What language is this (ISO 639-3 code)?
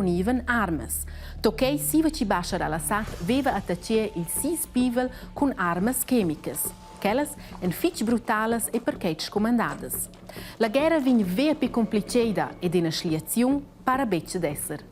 roh